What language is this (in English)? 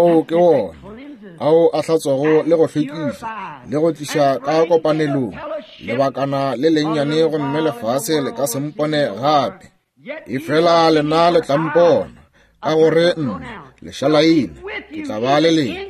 Northern Sotho